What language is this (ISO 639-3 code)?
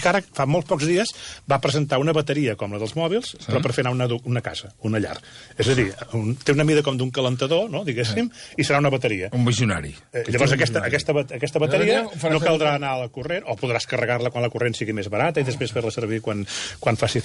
cat